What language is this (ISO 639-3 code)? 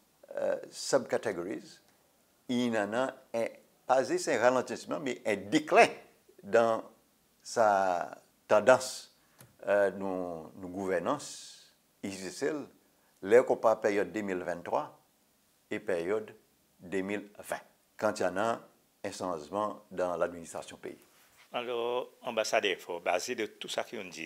crs